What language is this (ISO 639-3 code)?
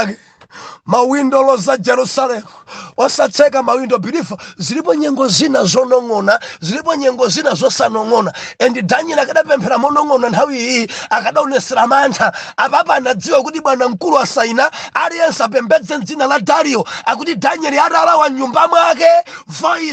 nya